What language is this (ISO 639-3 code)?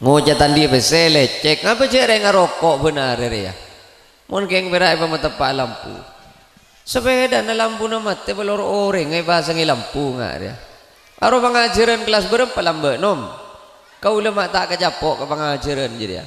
mad